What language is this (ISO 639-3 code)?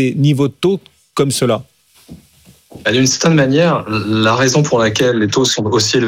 fra